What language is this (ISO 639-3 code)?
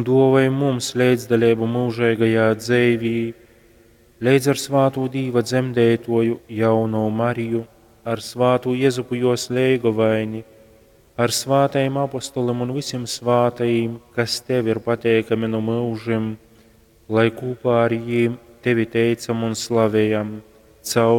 ltg